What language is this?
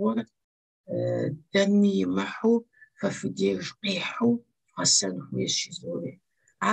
Kabardian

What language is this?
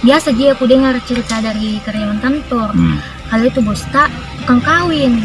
Makassar Malay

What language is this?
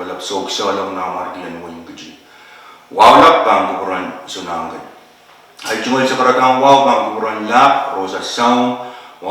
Pohnpeian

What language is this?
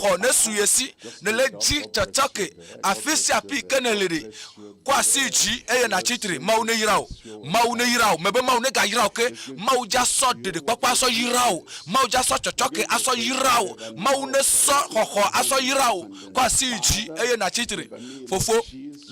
Ewe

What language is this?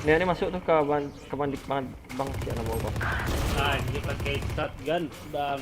Minangkabau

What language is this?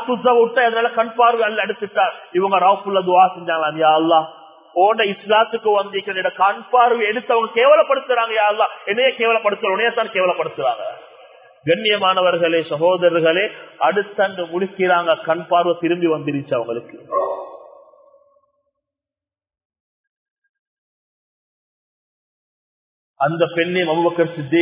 Tamil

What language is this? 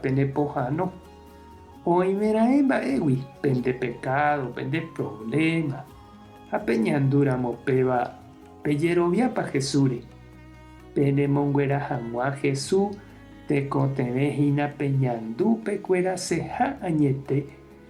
Guarani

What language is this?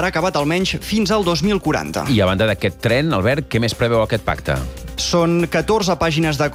Catalan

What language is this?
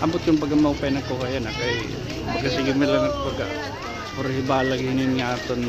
Waray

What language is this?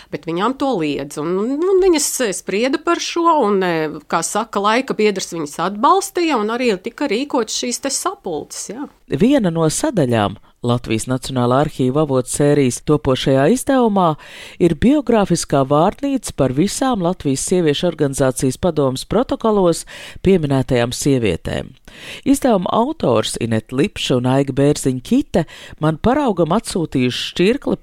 Latvian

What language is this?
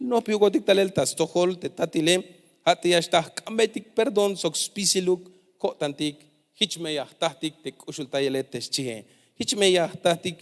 Tzeltal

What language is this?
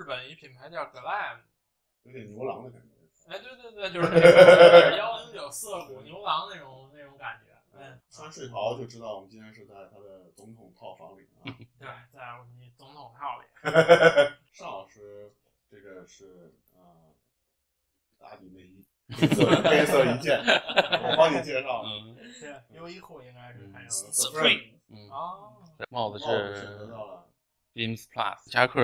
Chinese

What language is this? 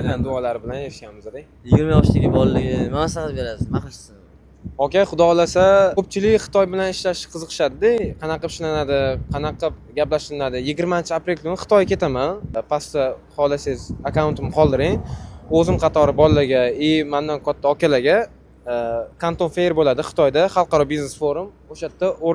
Uzbek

